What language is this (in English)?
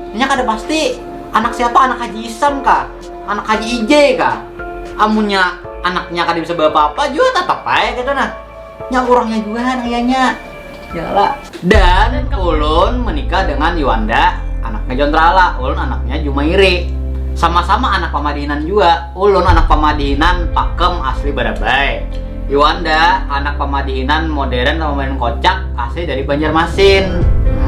Banjar